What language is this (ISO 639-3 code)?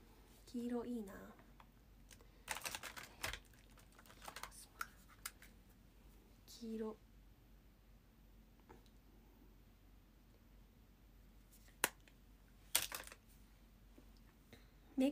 jpn